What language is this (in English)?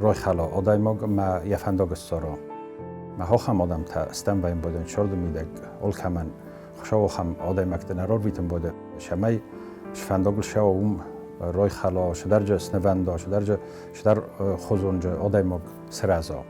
Ossetic